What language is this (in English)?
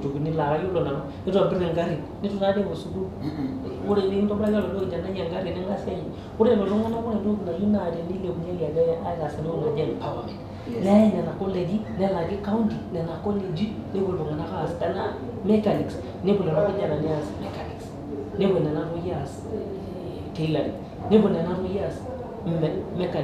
Masai